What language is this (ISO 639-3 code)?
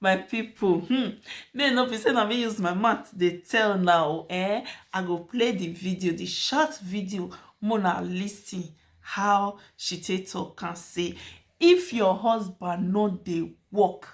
pcm